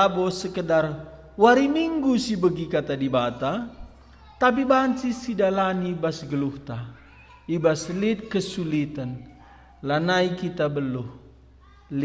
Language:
Batak Karo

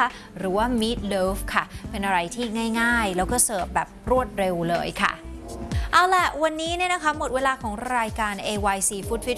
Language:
Thai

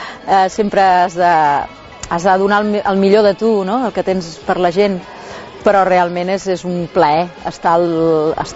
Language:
Catalan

